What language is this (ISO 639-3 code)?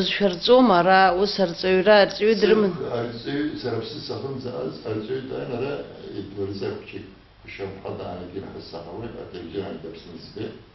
abk